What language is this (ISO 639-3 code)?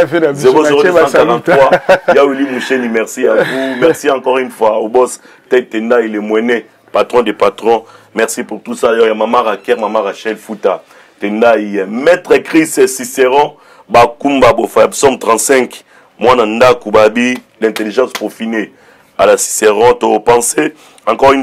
lin